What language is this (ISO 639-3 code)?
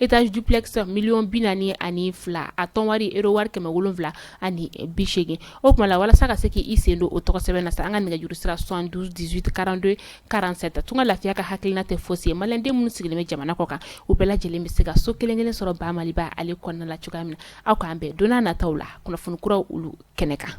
bam